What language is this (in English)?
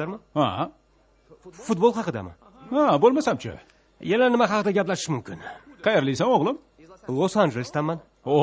Uzbek